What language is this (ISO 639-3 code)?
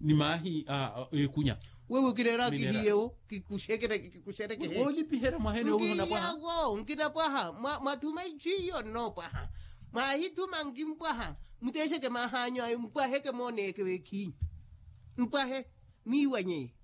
vmw